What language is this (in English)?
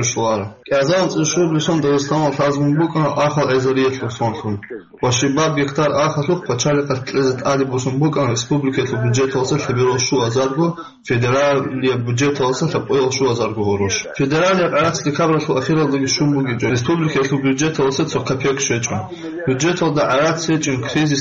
Avaric